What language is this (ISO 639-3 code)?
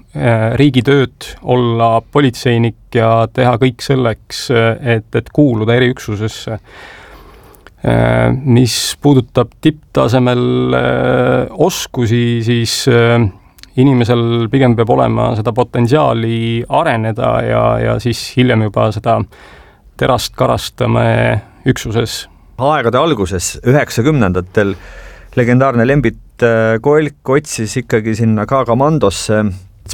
est